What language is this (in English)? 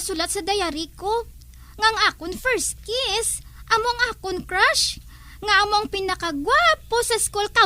Hiligaynon